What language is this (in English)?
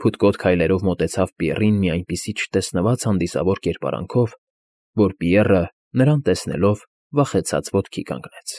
Armenian